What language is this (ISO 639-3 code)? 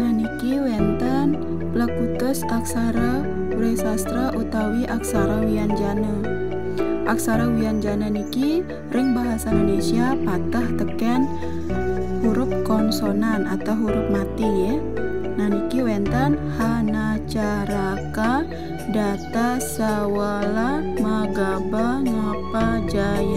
ban